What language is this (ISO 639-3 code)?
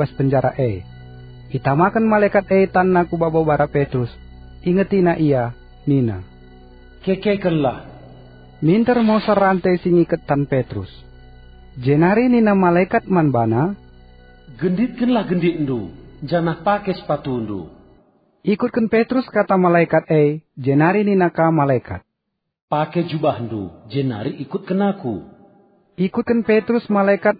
btx